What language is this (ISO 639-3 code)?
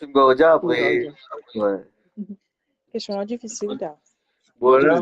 mfe